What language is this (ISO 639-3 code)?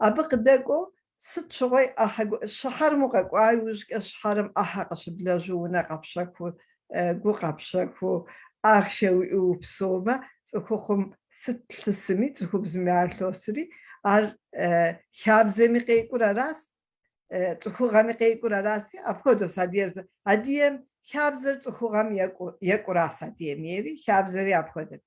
kbd